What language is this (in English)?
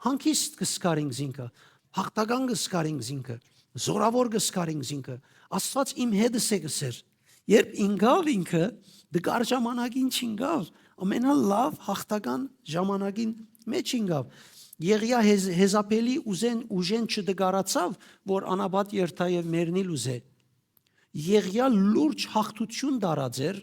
Western Armenian